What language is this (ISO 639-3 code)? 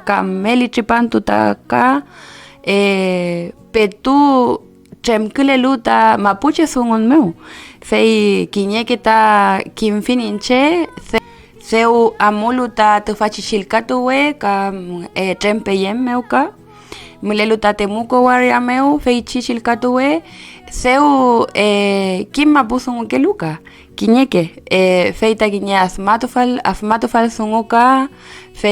arn